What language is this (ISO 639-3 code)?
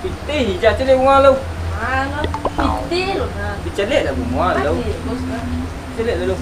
min